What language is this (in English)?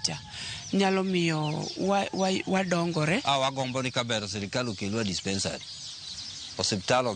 Luo (Kenya and Tanzania)